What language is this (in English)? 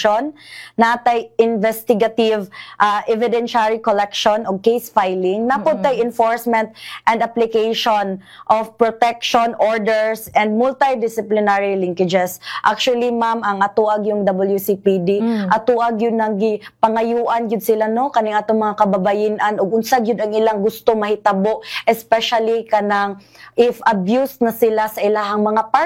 Cebuano